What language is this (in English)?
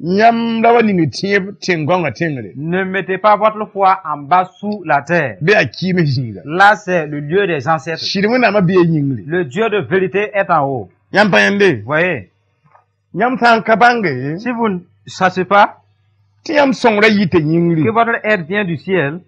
Mossi